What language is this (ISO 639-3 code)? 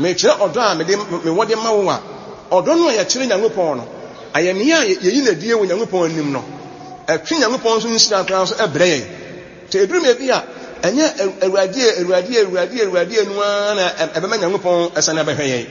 aka